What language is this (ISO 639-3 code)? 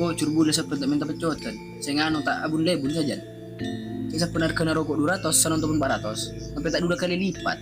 mad